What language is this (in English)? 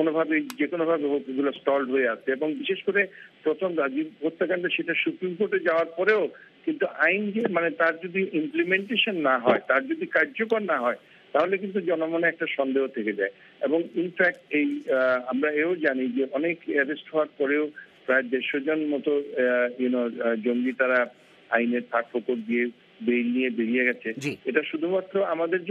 Bangla